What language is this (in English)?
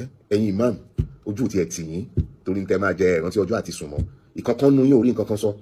Yoruba